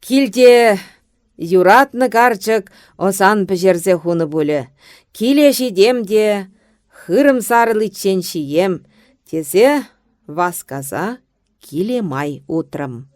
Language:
Chuvash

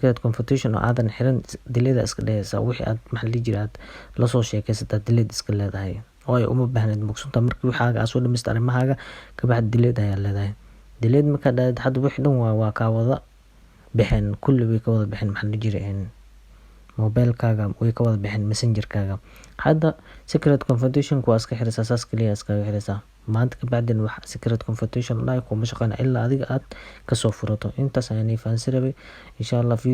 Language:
Somali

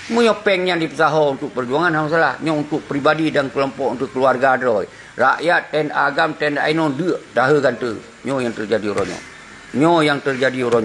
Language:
Achinese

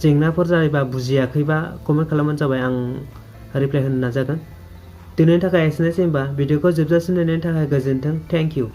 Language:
Bodo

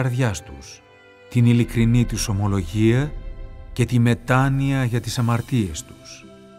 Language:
Greek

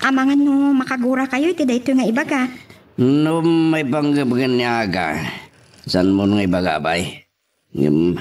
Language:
Iloko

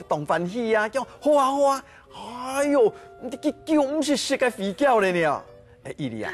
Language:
Hakka Chinese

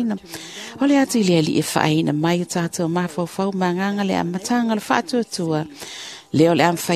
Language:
Samoan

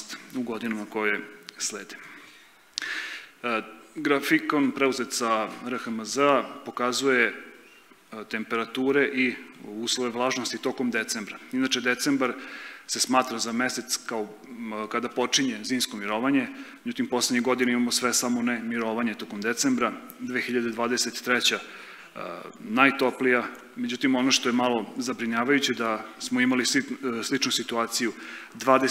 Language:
Serbian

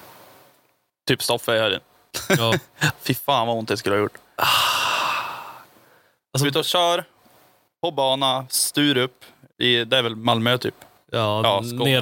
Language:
Swedish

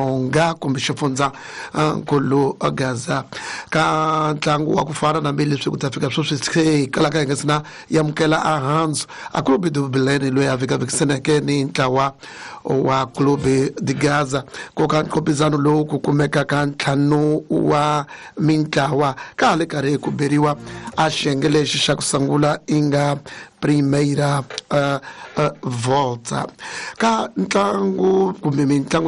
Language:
Tsonga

